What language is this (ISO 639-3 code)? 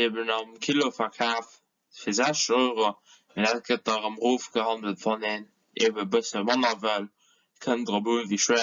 ltz